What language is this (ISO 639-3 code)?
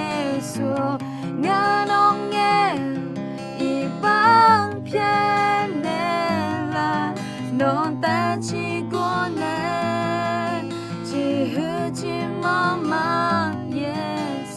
ahk